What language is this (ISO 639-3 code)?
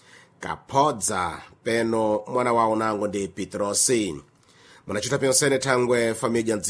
seh